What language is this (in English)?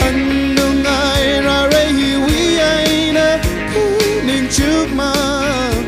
Tangkhul Naga (India)